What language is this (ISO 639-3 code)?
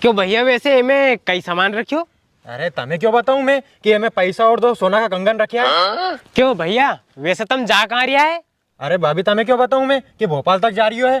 raj